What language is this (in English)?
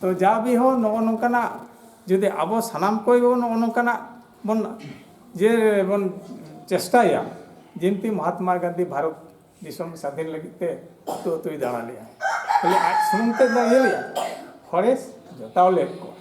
Santali